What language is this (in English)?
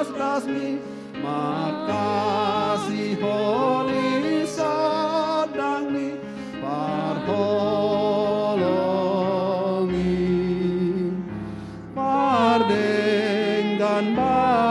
Batak Toba